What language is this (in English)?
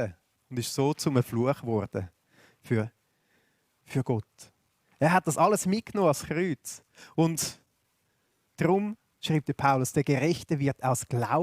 Swiss German